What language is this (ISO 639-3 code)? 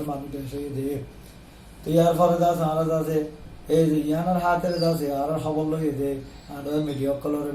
rhg